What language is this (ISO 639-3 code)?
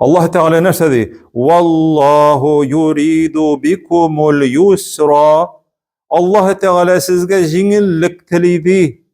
tat